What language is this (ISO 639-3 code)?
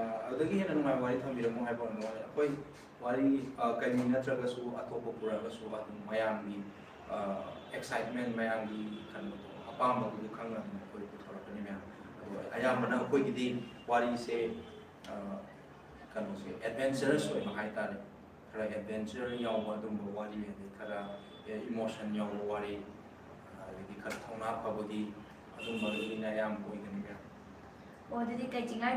mni